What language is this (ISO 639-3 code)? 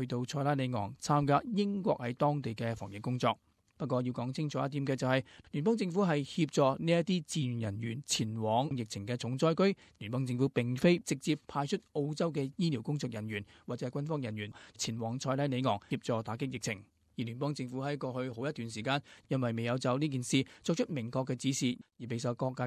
yue